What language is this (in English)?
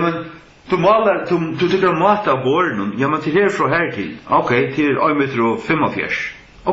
Faroese